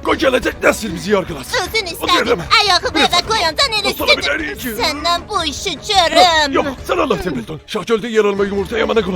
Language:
South Azerbaijani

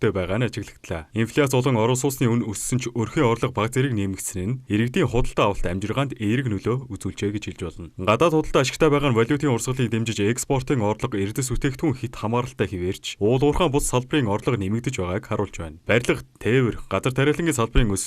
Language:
Mongolian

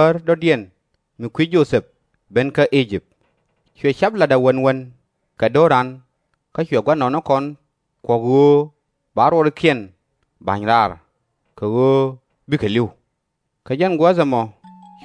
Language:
Nuer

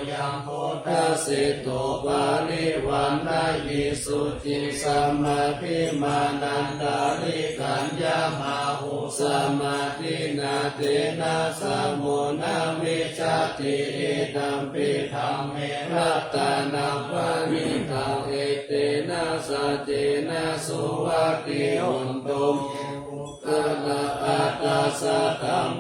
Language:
Pali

